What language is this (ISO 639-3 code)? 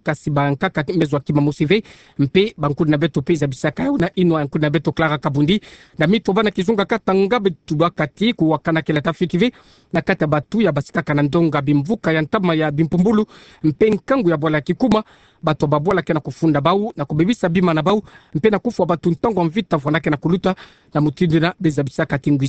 ktu